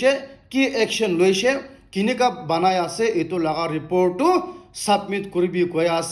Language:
Naga Pidgin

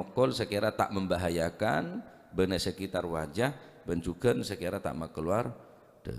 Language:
Madurese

